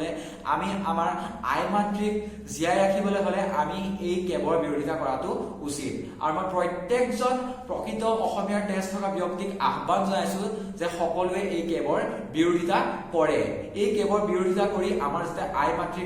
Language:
Assamese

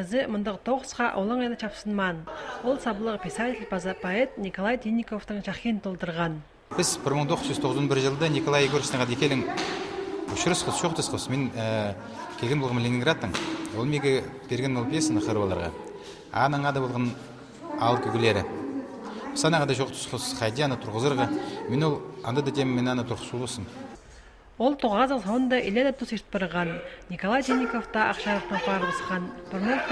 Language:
Khakas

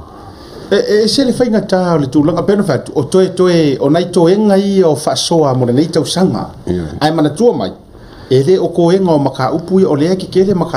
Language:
Samoan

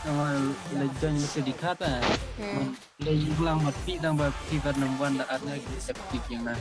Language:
Khasi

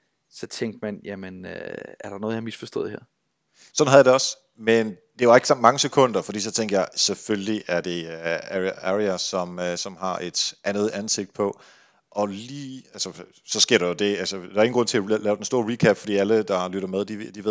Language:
Danish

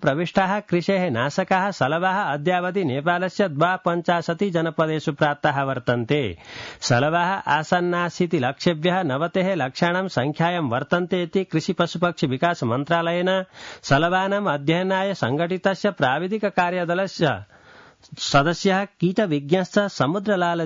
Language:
Sanskrit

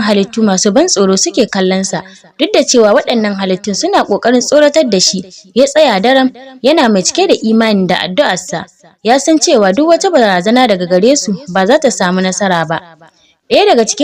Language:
Hausa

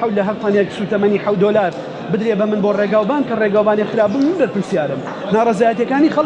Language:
Central Kurdish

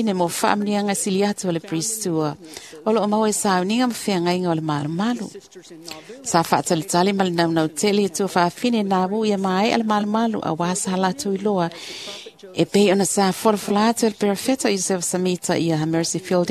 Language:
Samoan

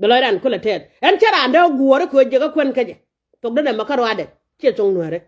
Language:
Nuer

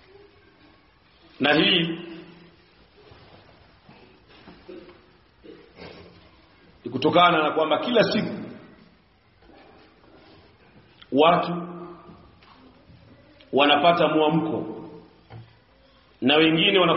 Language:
Swahili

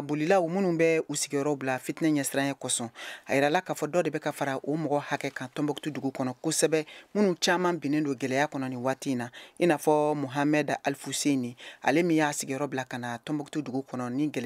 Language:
Bambara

